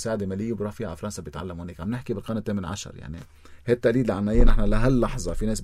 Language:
North Levantine Arabic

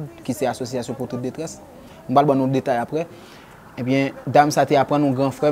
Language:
Haitian Creole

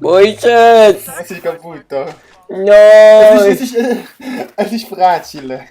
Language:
Swiss German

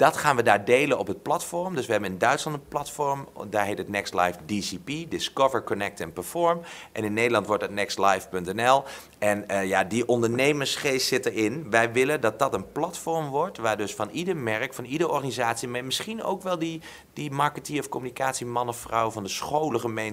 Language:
Dutch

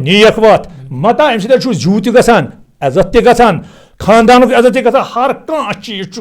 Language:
Kashmiri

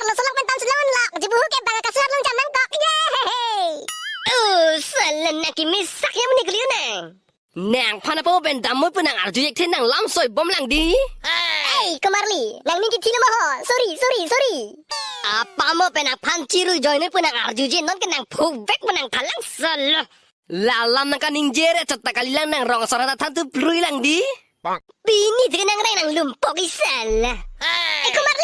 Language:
Karbi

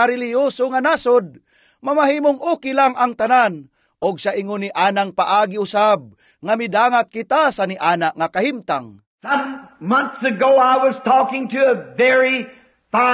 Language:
Cebuano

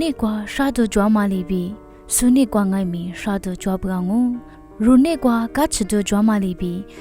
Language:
Lisu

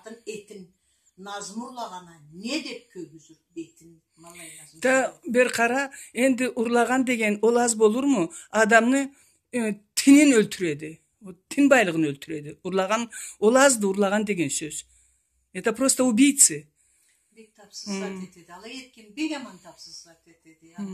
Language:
Karachay-Balkar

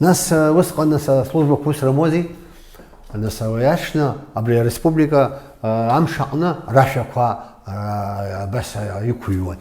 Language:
Abkhazian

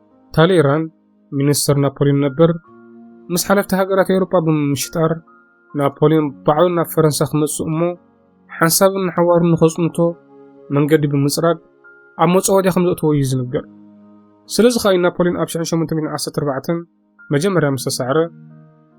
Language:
Tigrinya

